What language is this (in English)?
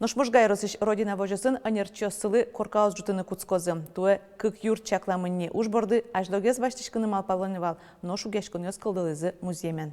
Udmurt